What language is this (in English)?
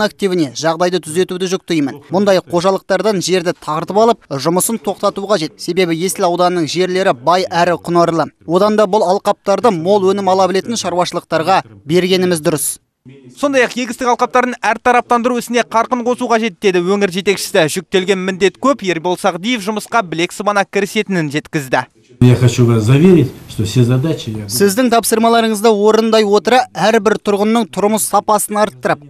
Kazakh